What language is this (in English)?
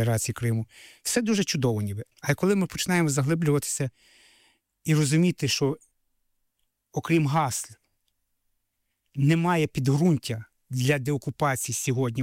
Ukrainian